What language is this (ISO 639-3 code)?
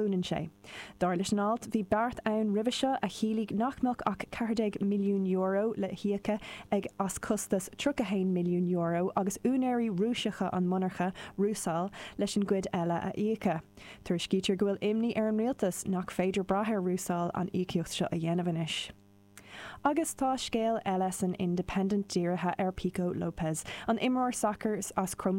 gle